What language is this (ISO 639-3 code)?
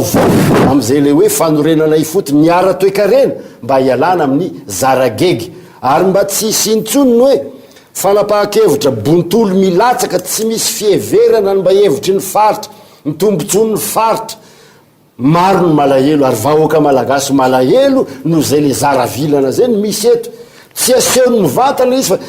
mlg